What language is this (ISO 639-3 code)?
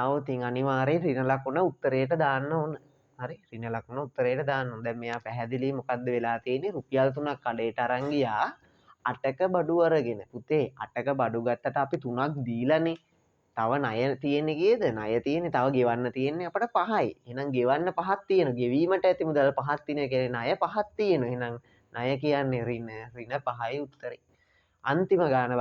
sin